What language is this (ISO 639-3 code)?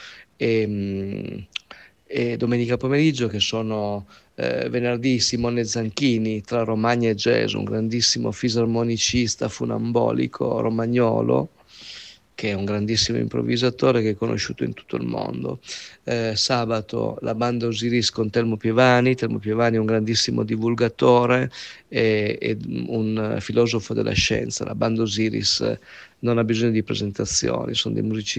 ita